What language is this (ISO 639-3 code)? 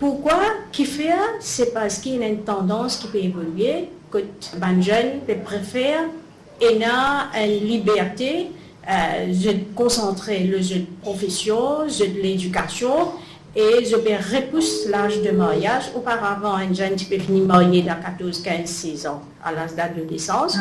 mfe